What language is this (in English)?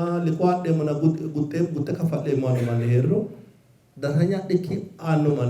Sidamo